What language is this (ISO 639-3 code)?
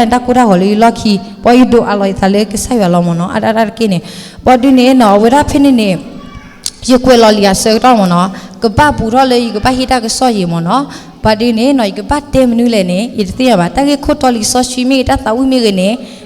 ksw